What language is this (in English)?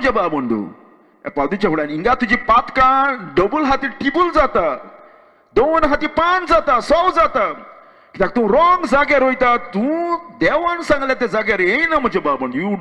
Konkani